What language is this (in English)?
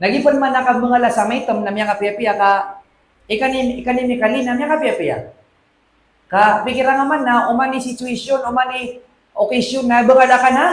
Maranao